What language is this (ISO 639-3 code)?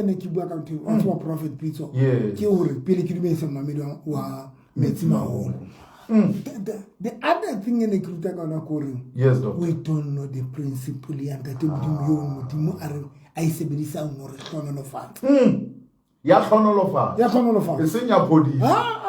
sot